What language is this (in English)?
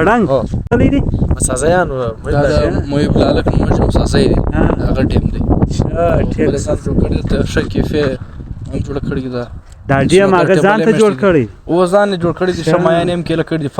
Pashto